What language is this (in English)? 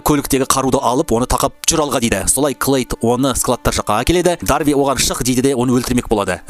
Kazakh